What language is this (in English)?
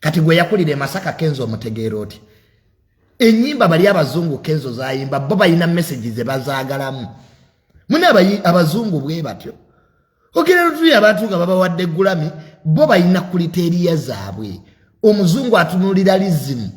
Ganda